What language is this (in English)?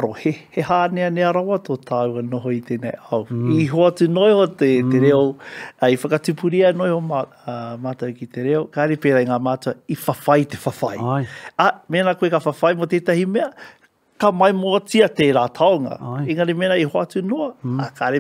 Māori